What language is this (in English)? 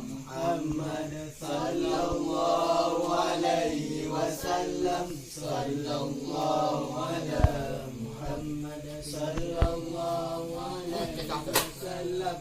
Achinese